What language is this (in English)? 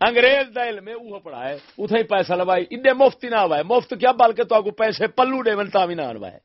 Saraiki